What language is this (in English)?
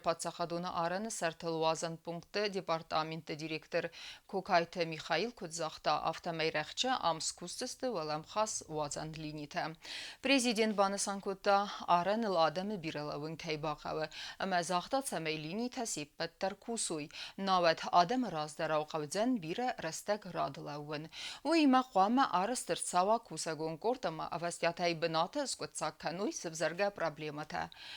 Ossetic